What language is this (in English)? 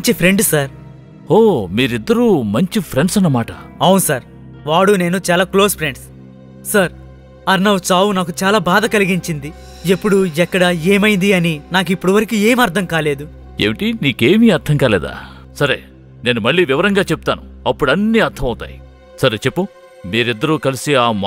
Telugu